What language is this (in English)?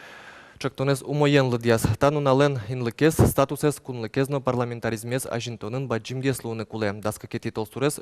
Udmurt